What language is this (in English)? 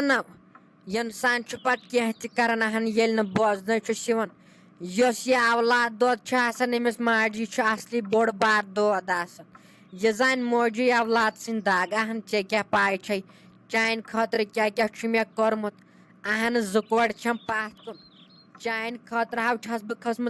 Kashmiri